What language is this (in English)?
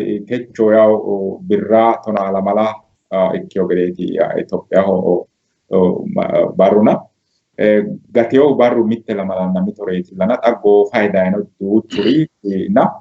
Sidamo